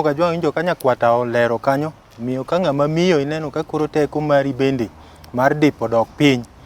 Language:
Luo (Kenya and Tanzania)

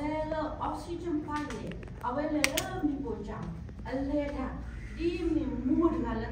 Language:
S'gaw Karen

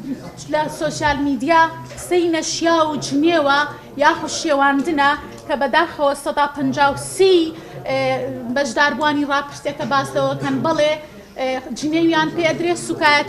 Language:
Central Kurdish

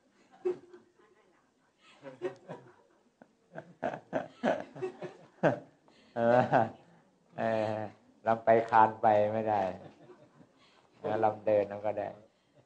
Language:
Thai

